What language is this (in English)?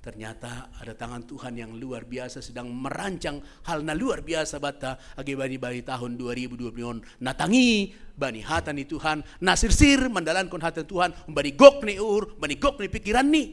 Batak Simalungun